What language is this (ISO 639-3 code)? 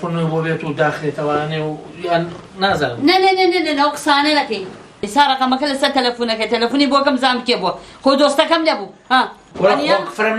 ckb